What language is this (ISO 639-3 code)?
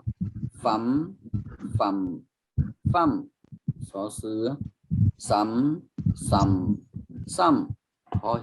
shn